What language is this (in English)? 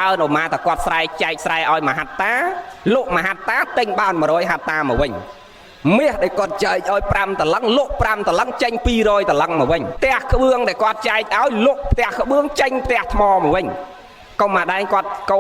Khmer